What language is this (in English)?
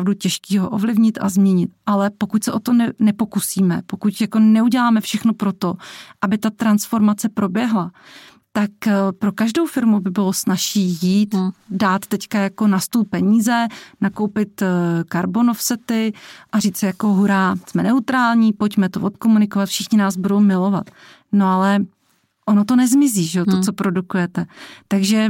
Czech